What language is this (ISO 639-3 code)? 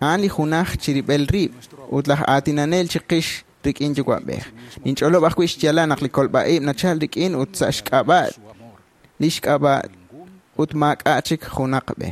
kek